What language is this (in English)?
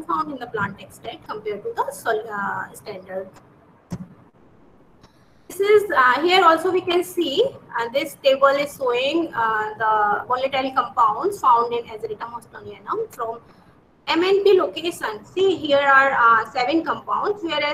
English